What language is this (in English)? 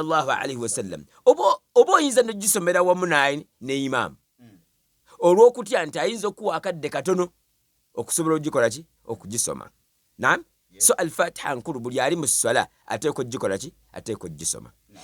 Ganda